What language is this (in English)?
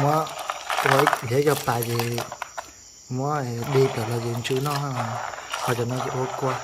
Hmong